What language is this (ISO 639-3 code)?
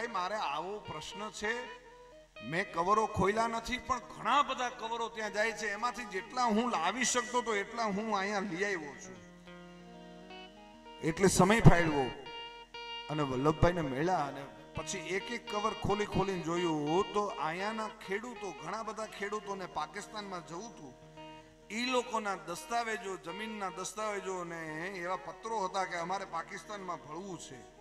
guj